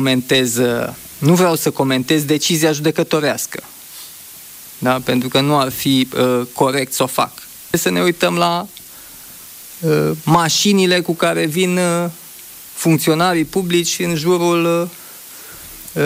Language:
Romanian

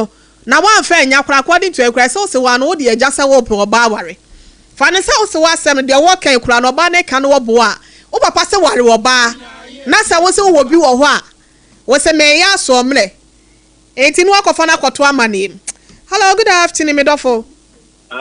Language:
Akan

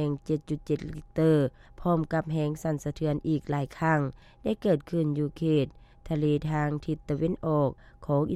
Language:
Lao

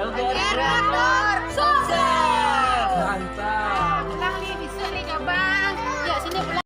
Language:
Minangkabau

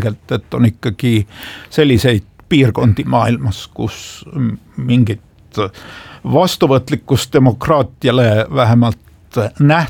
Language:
Estonian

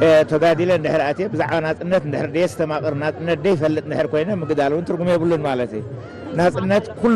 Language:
Tigrinya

